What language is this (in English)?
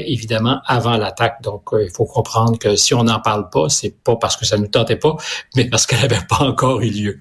French